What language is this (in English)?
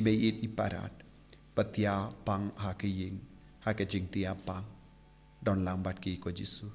Khasi